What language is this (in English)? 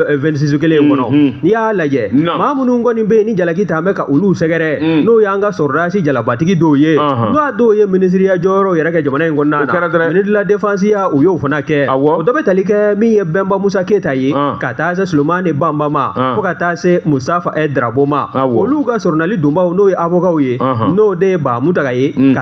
Bambara